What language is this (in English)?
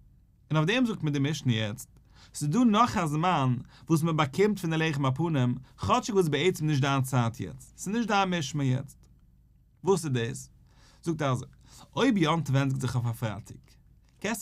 Yiddish